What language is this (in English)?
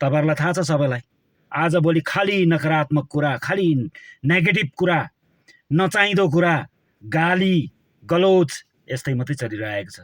Nepali